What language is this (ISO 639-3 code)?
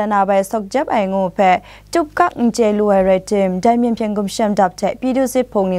kac